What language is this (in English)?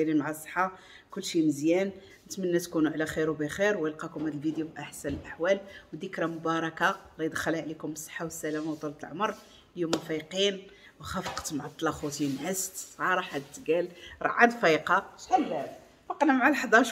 Moroccan Arabic